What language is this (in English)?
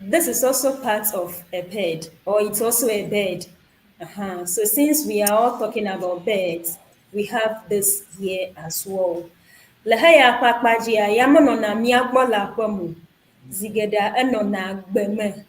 Ewe